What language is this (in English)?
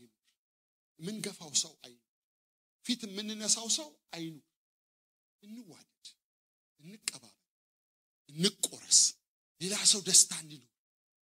Amharic